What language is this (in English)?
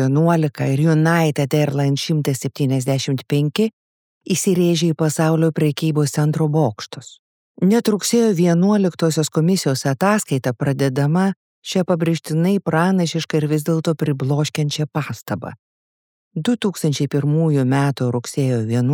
Lithuanian